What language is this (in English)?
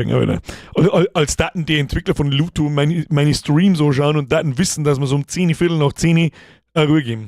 Bavarian